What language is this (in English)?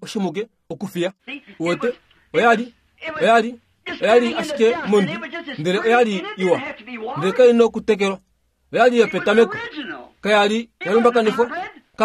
Kuanyama